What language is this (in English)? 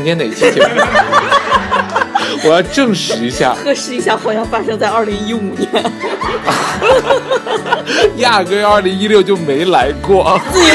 Chinese